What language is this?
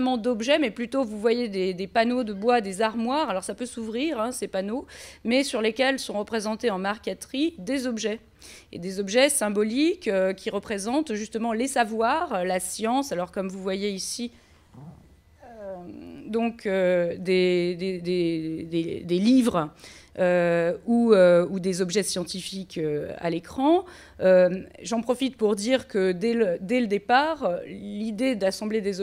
French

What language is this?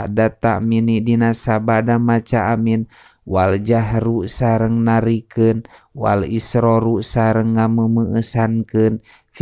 Sundanese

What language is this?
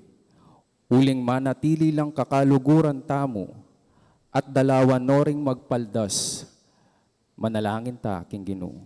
Pampanga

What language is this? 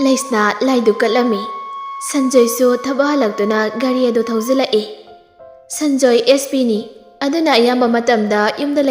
Manipuri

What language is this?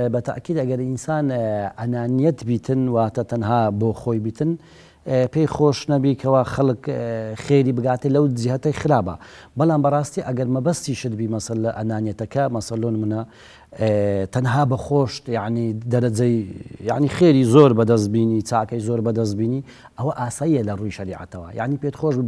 Central Kurdish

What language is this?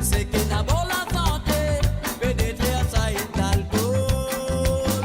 Morisyen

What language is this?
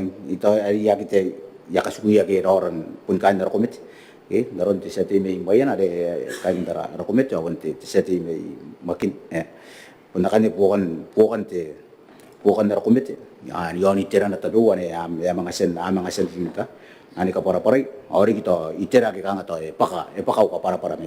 Gilbertese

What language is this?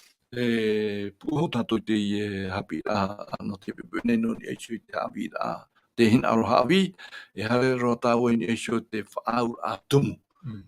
Tahitian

